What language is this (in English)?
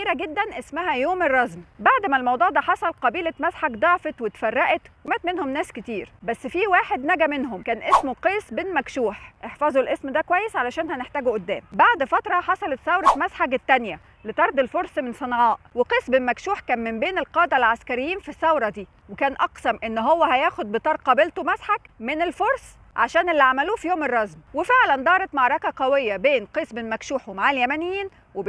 Egyptian Arabic